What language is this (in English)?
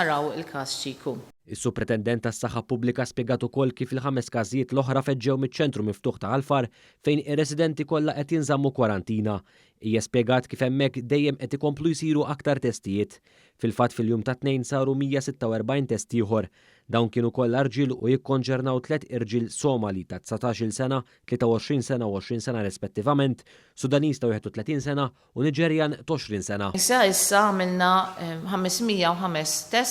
Maltese